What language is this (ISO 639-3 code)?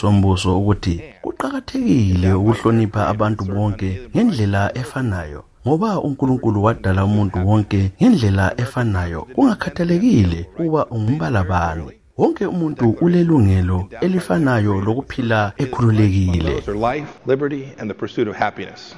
nde